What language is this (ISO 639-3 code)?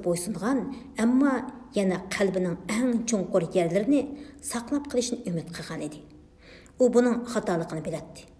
uig